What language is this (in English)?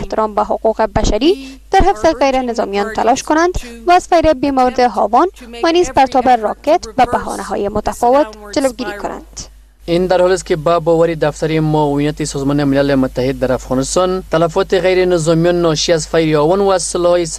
Persian